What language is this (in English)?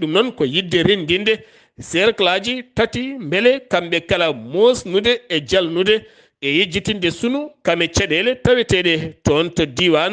Fula